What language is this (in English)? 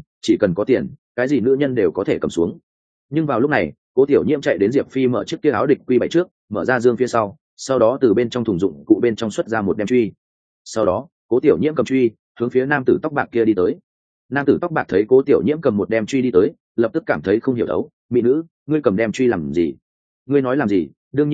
Vietnamese